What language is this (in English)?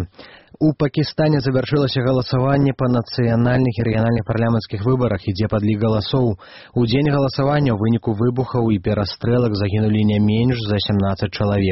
Belarusian